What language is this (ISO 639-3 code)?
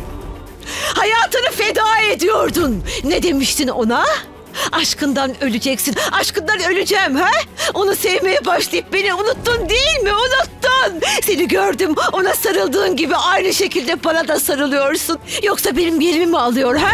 tur